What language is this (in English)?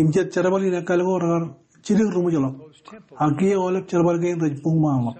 Marshallese